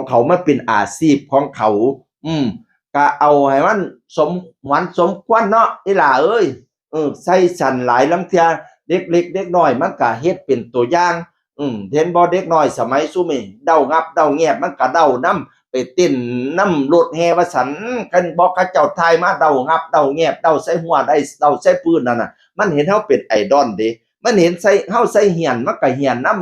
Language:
Northeastern Thai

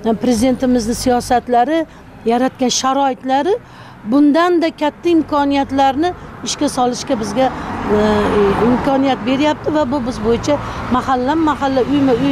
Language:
Uzbek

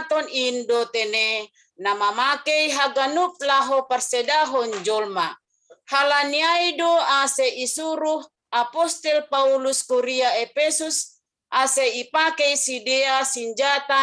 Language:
Batak Simalungun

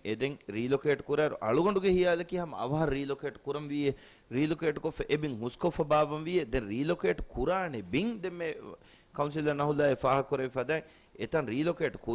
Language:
Divehi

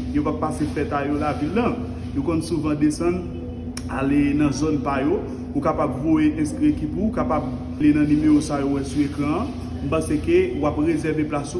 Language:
Haitian Creole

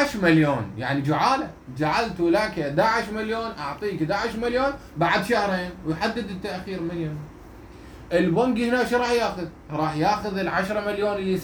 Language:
Mesopotamian Arabic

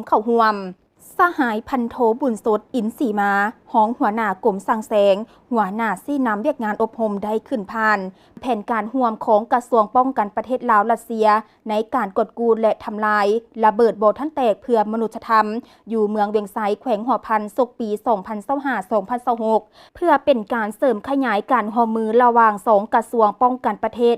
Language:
Lao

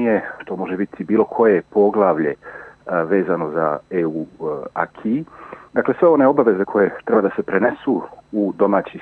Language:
Bosnian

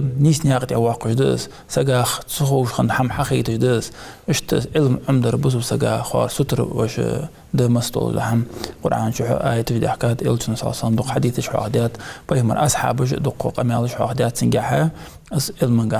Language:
Ingush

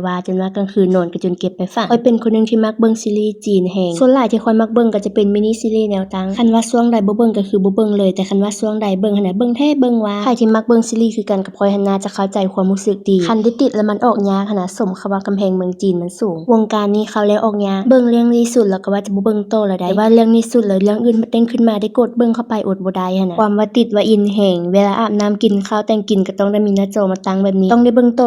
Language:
Lao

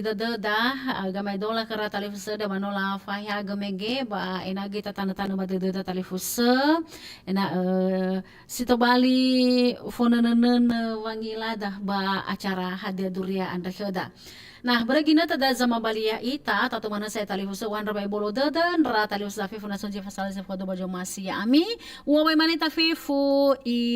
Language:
Nias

